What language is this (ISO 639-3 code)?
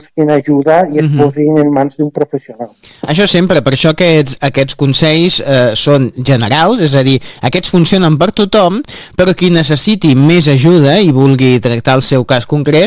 cat